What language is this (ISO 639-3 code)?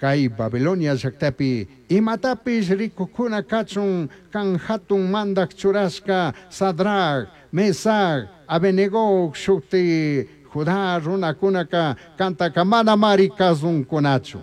qug